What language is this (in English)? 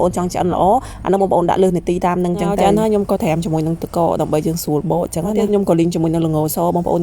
Khmer